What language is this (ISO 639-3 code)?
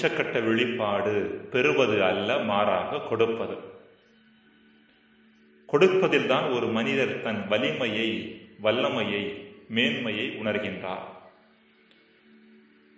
tam